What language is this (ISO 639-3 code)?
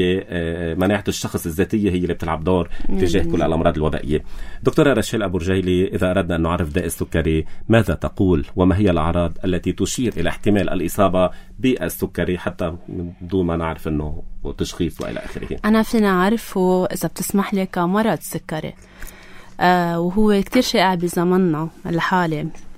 apc